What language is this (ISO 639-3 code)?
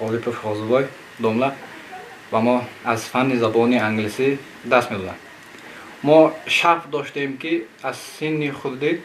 tgk